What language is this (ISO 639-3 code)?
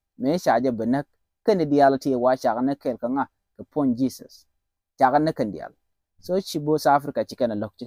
nus